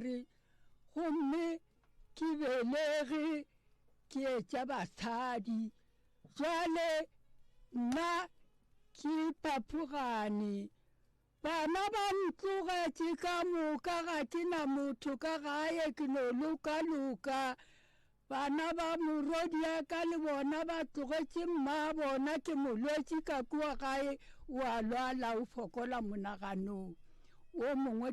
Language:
Northern Sotho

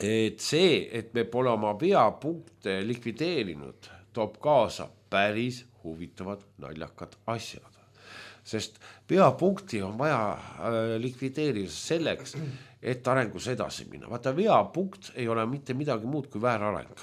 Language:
Estonian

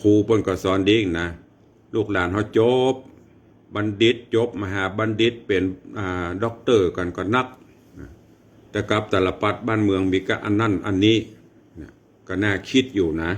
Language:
Northern Thai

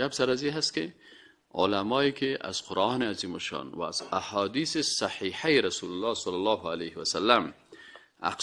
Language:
Persian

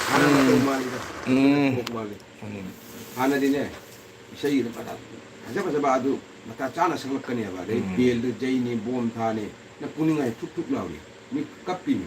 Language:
Manipuri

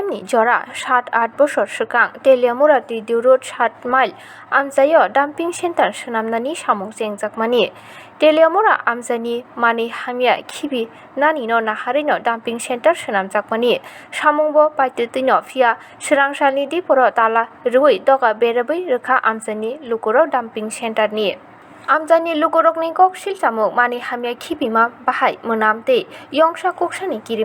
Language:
Kok Borok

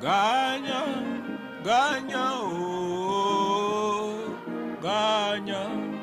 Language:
Ewe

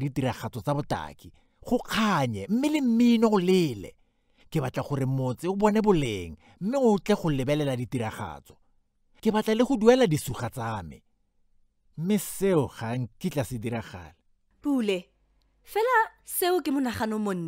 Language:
Tswana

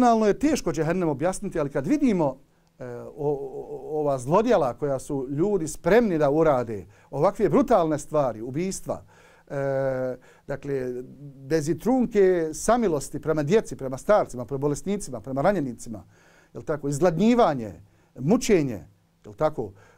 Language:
Bosnian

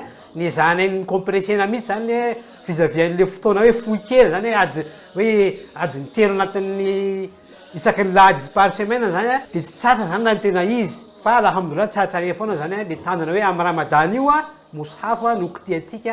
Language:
Malagasy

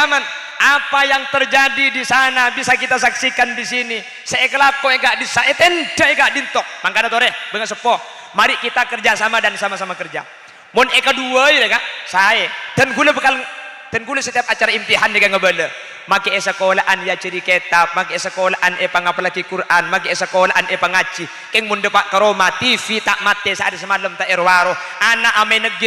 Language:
Madurese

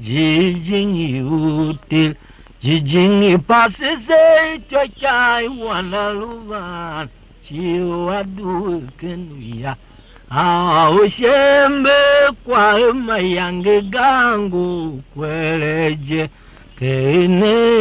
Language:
Tiv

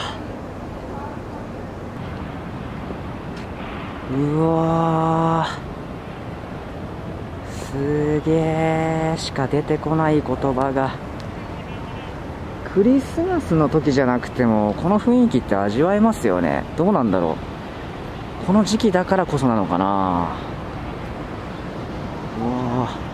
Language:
Japanese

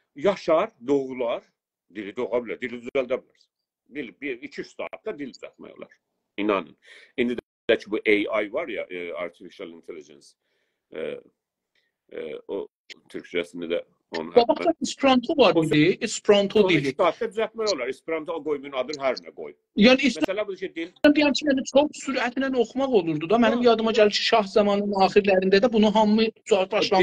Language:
South Azerbaijani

